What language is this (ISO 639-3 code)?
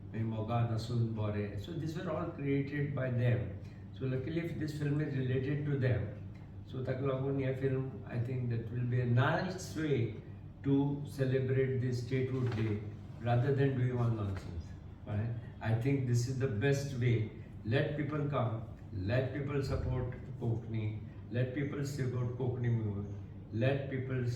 kok